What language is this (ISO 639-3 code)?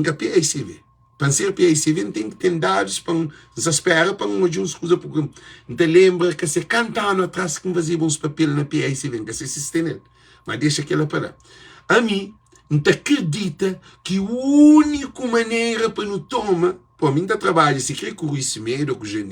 kea